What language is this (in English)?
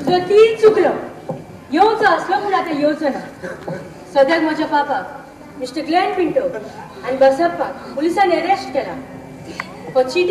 Konkani